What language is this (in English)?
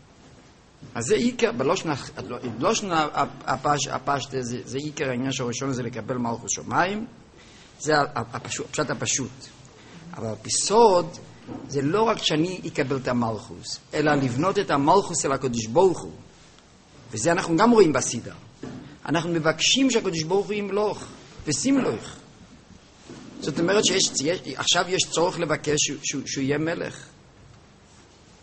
Hebrew